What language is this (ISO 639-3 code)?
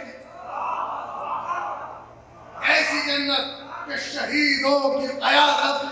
urd